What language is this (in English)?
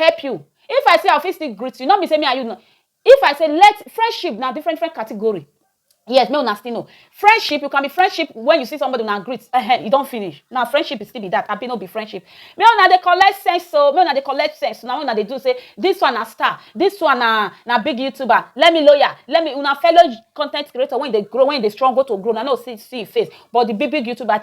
Nigerian Pidgin